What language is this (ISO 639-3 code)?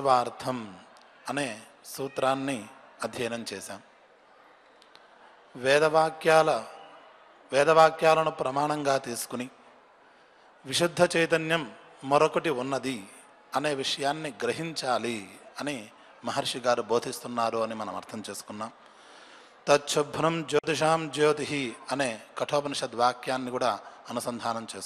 tel